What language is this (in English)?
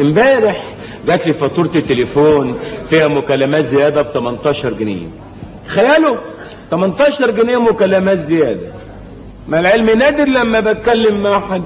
Egyptian Arabic